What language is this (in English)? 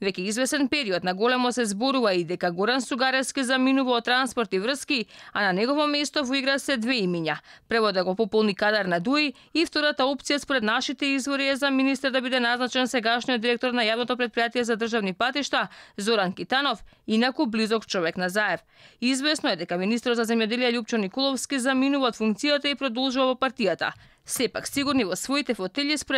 Macedonian